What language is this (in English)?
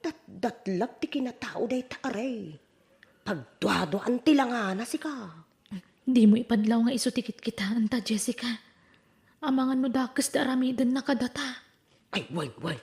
Iloko